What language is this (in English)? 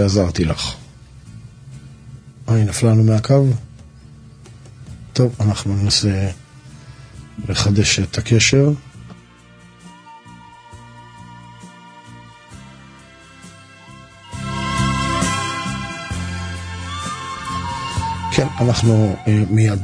Hebrew